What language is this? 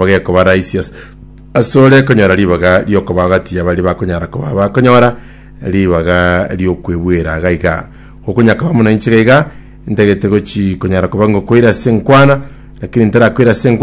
Gusii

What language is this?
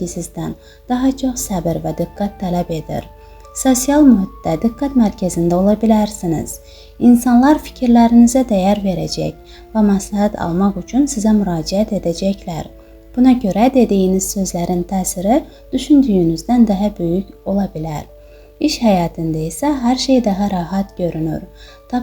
Azerbaijani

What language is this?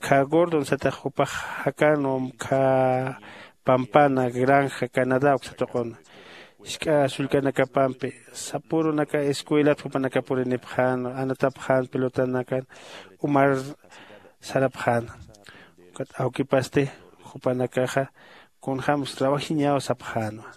Aymara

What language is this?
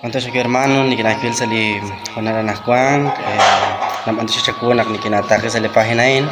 Kekchí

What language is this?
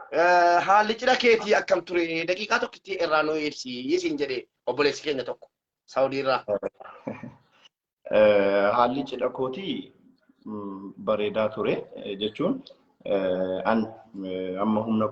Oromo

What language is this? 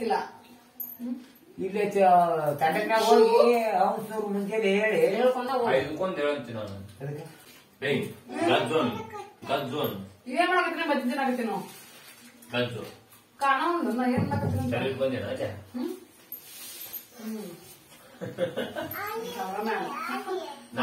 Kannada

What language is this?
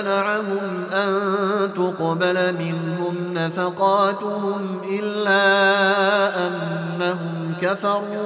Arabic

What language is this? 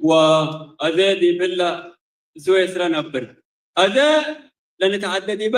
Tigre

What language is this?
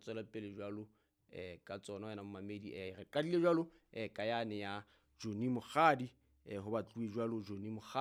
Southern Sotho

